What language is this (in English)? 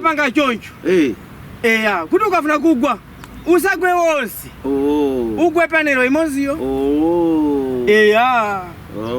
Nyanja